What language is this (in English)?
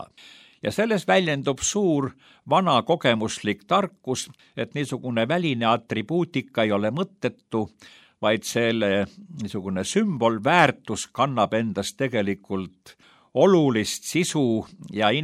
Estonian